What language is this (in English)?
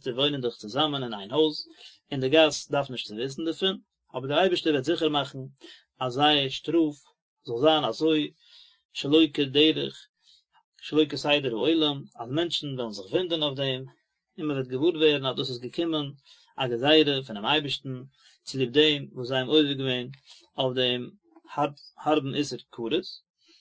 Yiddish